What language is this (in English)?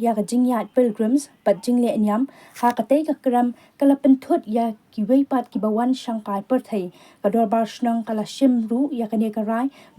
Khasi